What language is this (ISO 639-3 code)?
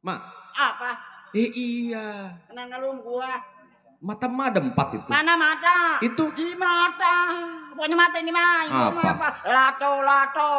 bew